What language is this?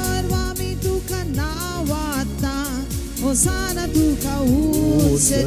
Konkani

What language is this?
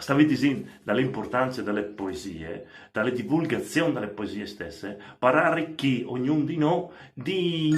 Friulian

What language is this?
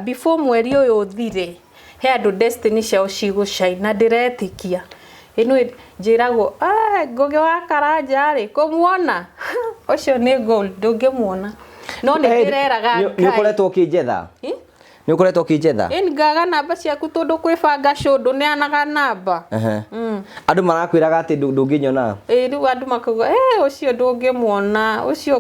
Kikuyu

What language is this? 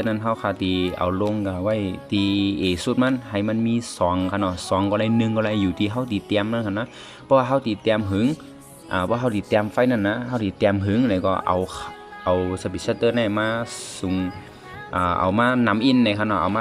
Shan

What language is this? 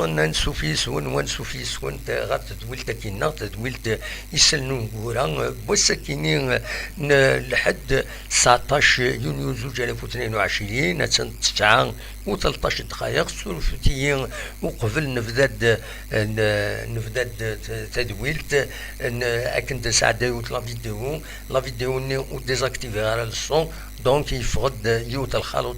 Kabyle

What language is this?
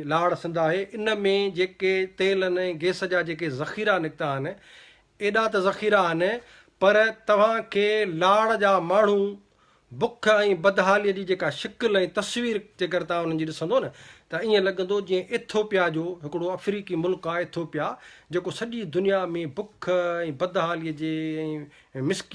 Sindhi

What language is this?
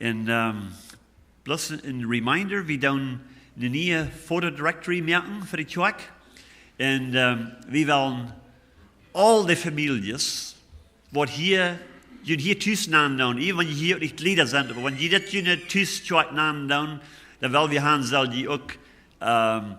Plautdietsch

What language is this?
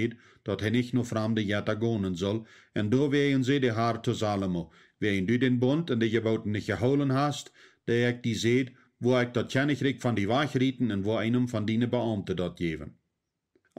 Plautdietsch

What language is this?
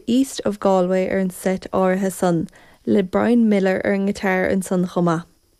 Irish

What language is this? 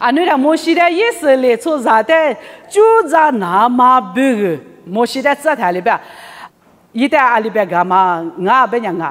Lisu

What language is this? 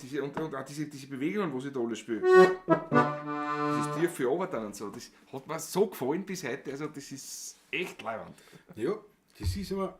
Bavarian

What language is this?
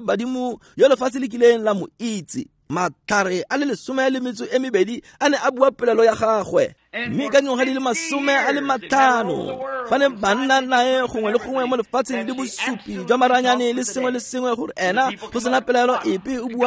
Tswana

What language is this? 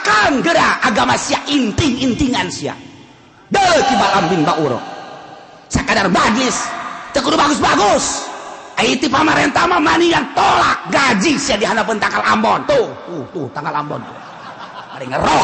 Sundanese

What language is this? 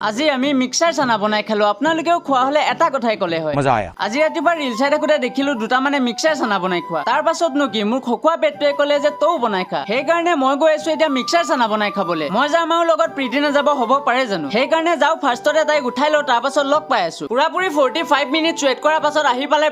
Assamese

